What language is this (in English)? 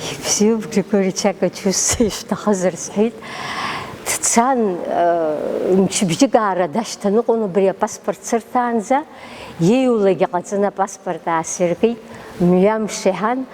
Abkhazian